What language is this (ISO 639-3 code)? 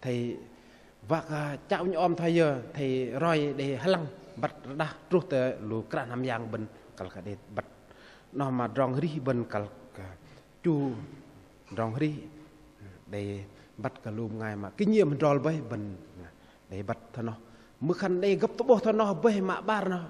bdq